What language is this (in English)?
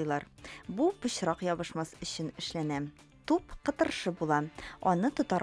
Tatar